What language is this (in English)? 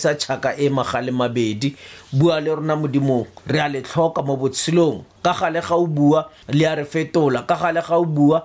Tswana